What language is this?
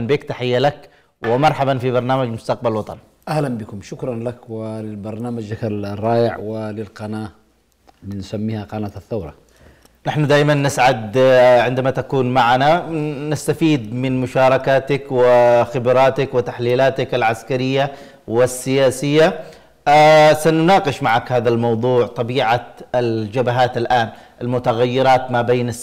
Arabic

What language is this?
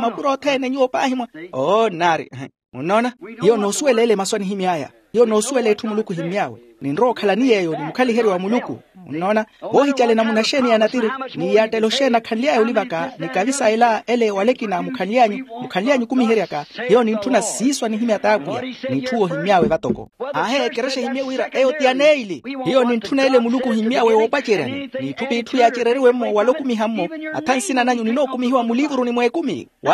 Makhuwa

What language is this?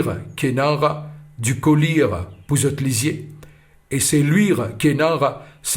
Morisyen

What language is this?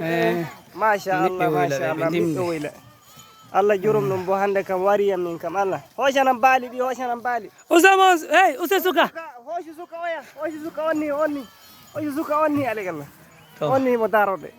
Fula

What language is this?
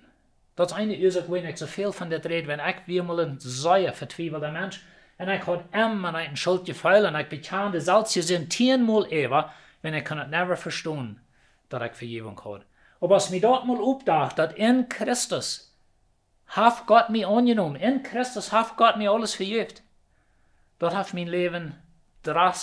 Plautdietsch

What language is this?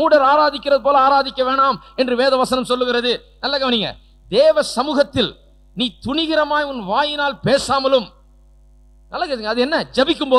Tamil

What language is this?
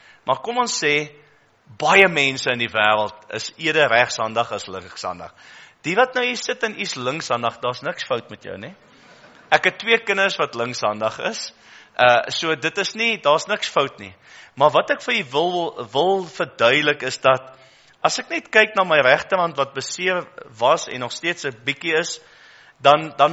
Afrikaans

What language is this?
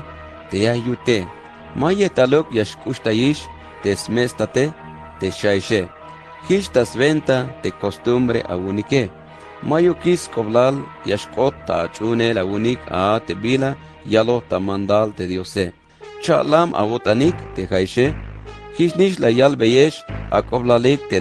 Tzeltal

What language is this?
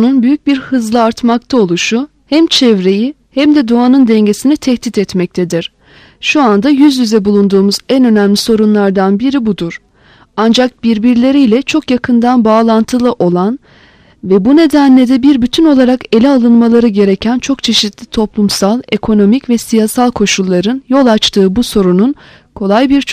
Turkish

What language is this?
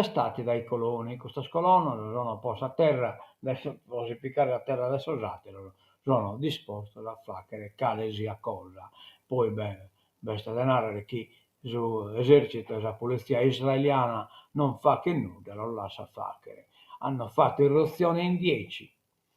Sardinian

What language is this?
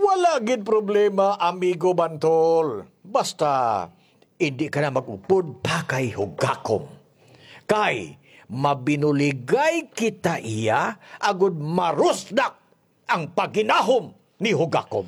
Hiligaynon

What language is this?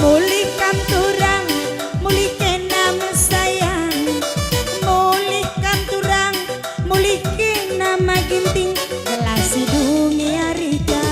Batak Karo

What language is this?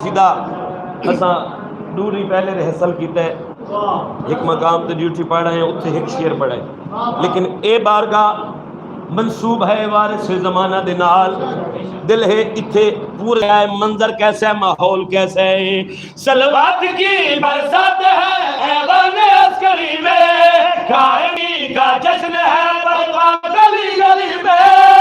Saraiki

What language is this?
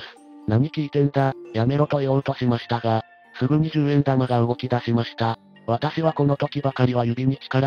Japanese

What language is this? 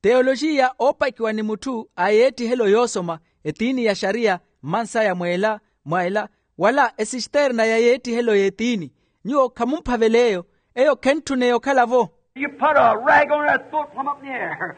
Makhuwa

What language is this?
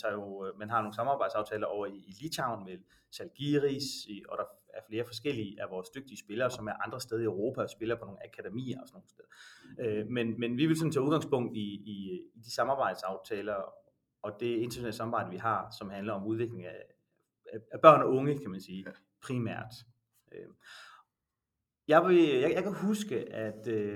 Danish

